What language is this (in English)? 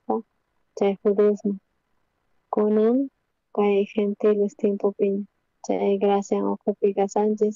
South Bolivian Quechua